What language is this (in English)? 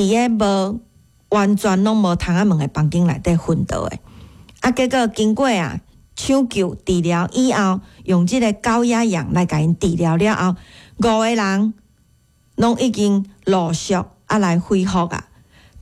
Min Nan Chinese